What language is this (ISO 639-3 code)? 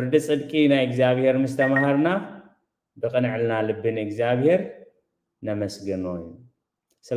tir